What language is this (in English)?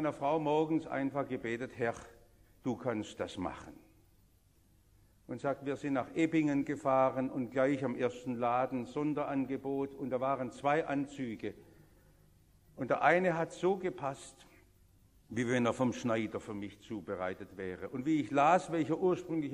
German